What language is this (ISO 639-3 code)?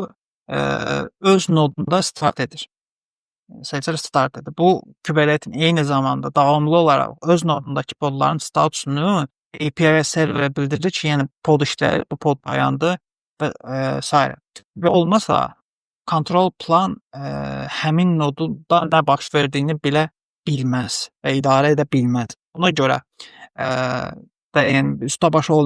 aze